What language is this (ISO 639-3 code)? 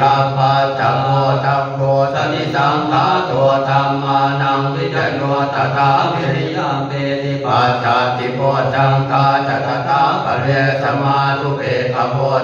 pli